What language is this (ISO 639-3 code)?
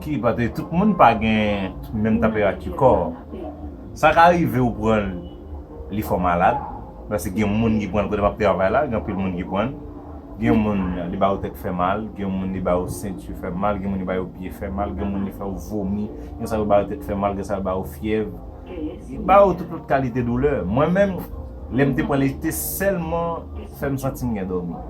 hat